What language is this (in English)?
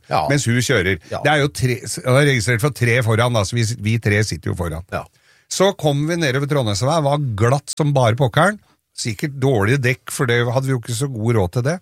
Norwegian